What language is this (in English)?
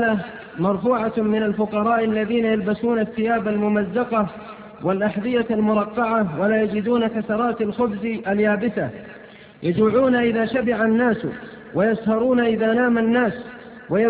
Arabic